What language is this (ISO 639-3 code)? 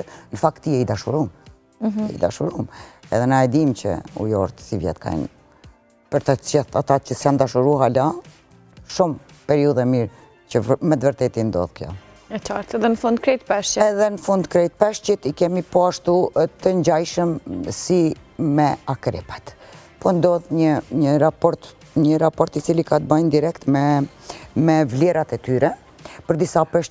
sqi